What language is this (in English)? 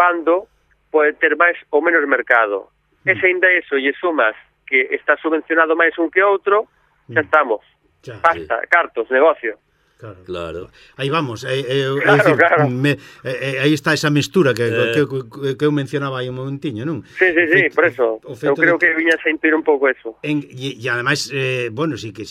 Galician